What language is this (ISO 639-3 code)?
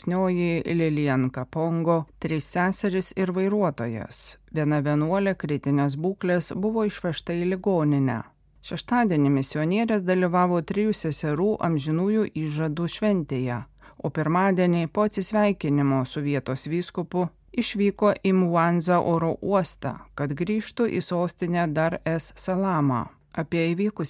lit